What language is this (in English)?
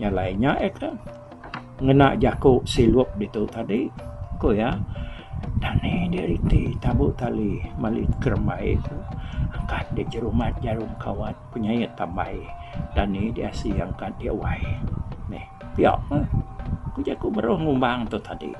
Iban